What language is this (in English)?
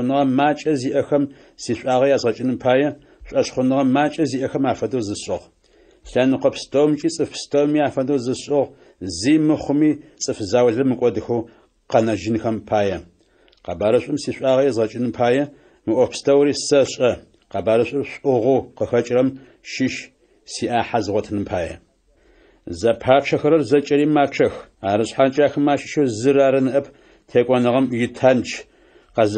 Adyghe